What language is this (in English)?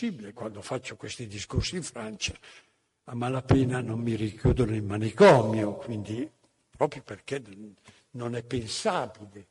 Italian